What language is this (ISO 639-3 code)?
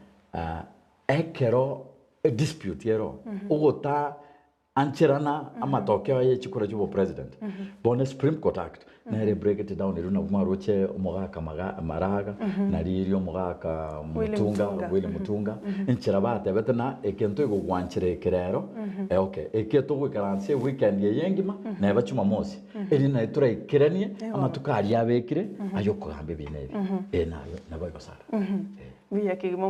guz